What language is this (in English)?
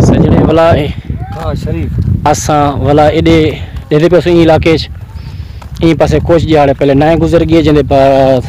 Saraiki